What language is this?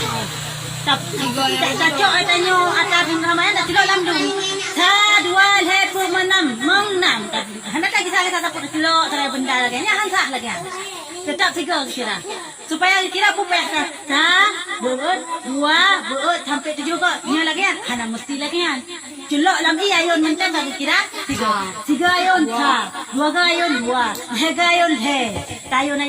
Achinese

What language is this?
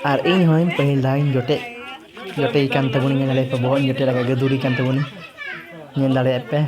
Santali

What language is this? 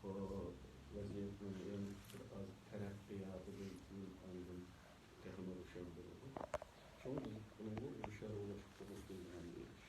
Uyghur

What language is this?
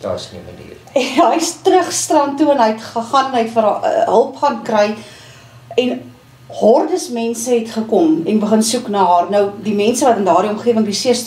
Afrikaans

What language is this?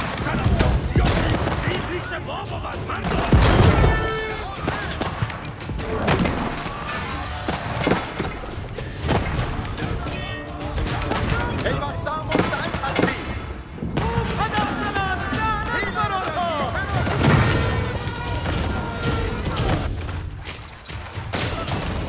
Persian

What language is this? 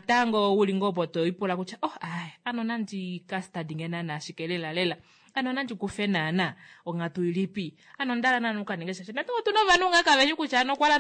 Kuanyama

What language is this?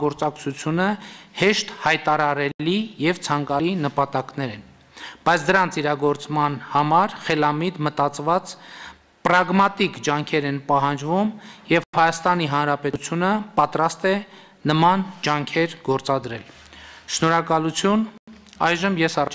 Armenian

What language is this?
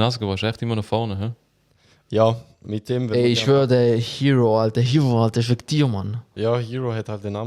Swiss German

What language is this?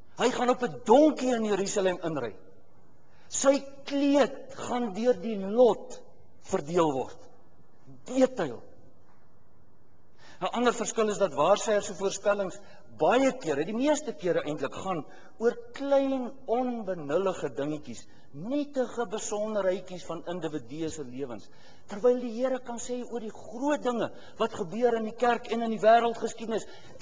Afrikaans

